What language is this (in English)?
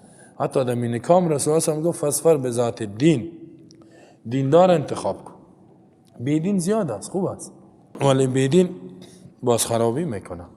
Persian